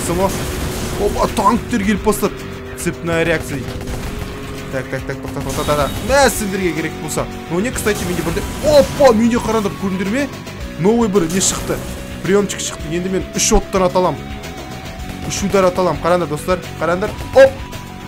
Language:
Kazakh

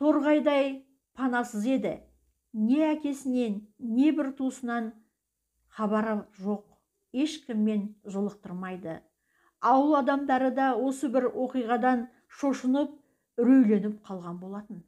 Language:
Kazakh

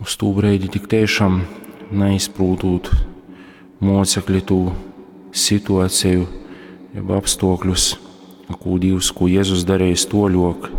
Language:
Latgalian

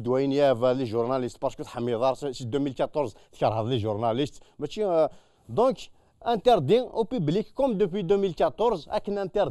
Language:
Kabyle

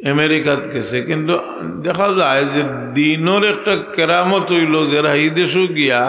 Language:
Sylheti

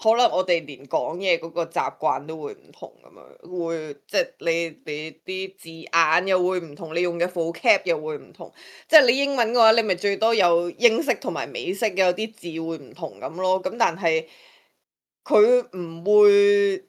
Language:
Cantonese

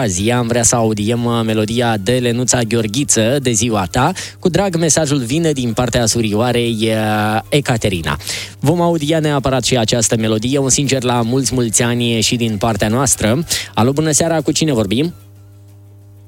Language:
Romanian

